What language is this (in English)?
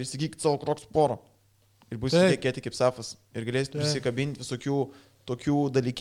Lithuanian